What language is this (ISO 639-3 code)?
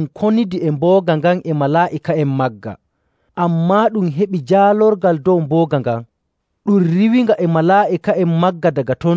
fuv